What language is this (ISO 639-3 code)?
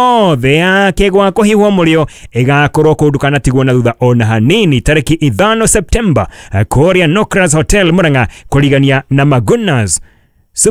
kik